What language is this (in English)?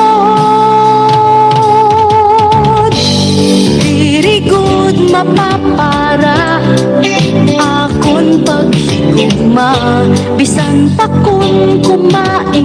Waray